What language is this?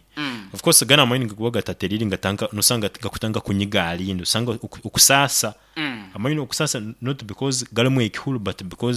Nyankole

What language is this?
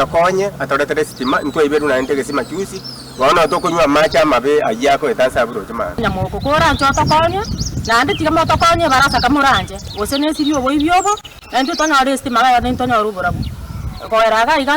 Gusii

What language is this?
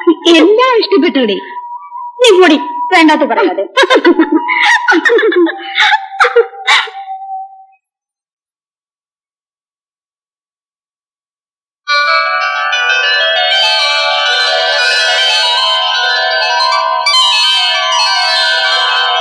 Malayalam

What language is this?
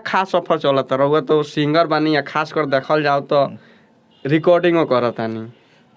Bhojpuri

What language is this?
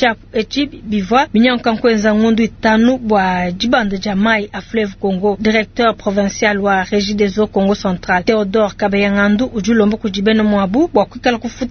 Luba-Lulua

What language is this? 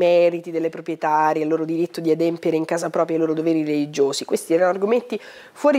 Italian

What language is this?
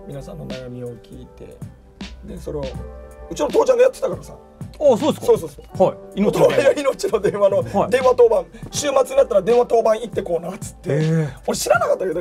Japanese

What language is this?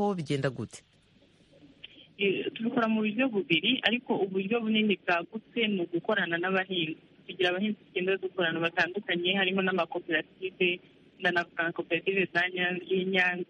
Kinyarwanda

